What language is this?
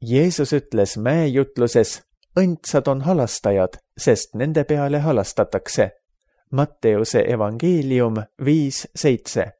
Estonian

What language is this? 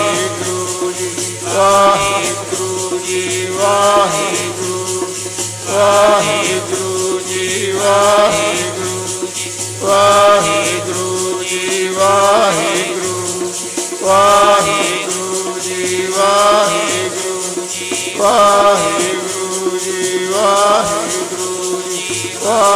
Punjabi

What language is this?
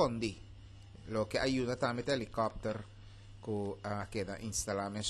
Papiamento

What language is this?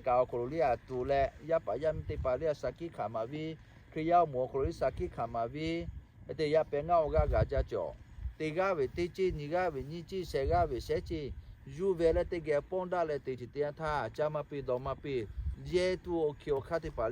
Lahu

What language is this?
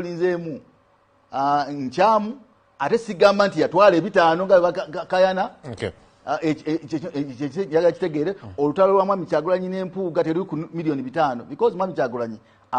Ganda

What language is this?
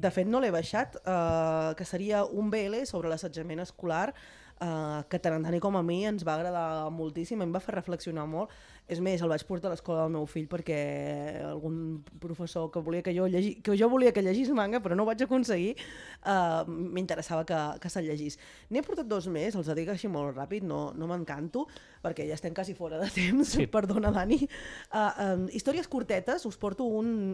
Catalan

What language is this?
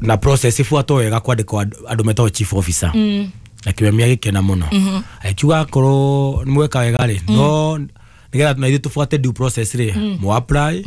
Kikuyu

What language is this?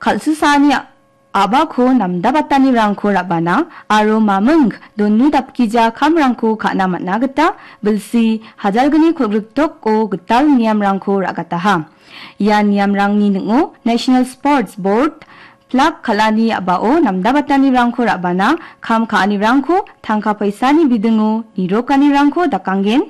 Garo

